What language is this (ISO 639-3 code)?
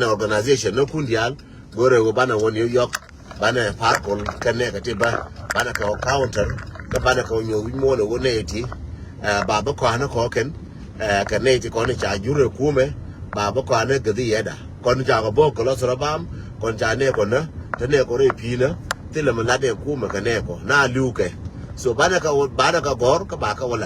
nus